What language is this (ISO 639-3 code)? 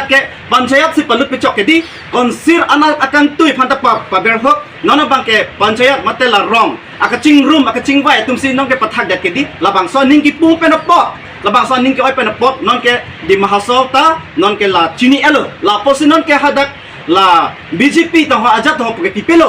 mjw